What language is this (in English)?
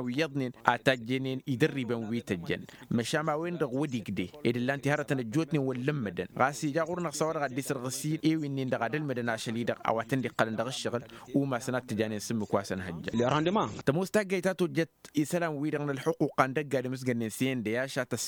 Tamasheq